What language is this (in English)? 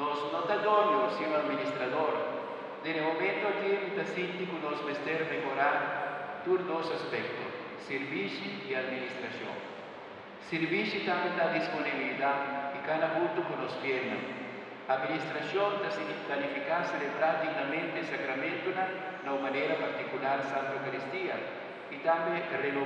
Papiamento